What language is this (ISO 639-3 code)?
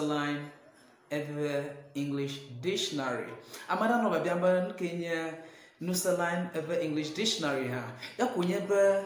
ewe